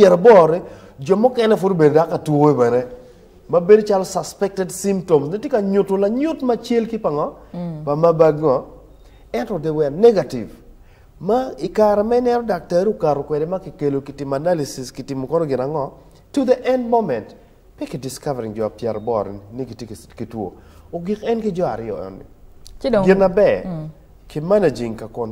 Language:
Acoli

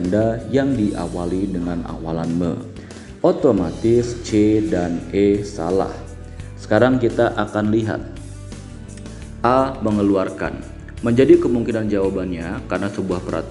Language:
Indonesian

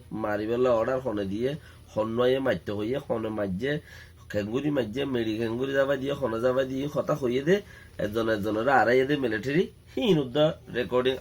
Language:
Rohingya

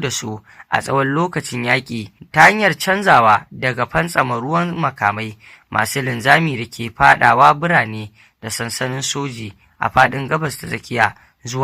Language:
Hausa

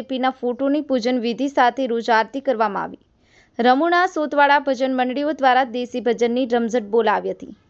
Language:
Gujarati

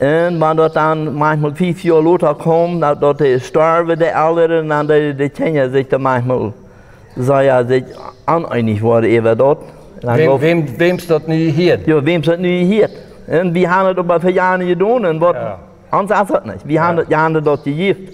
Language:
Plautdietsch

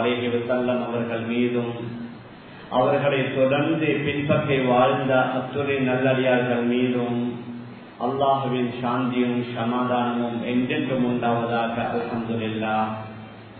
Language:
Tamil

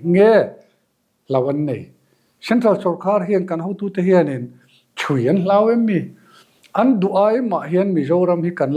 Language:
Mizo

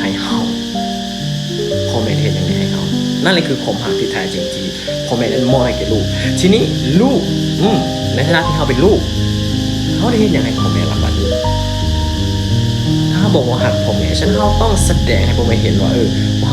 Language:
Lao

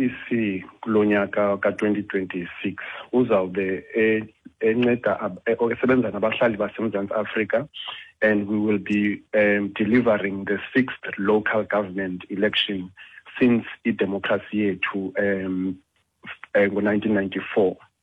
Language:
Xhosa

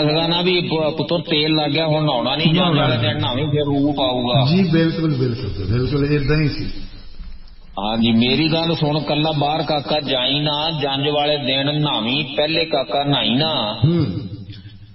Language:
Punjabi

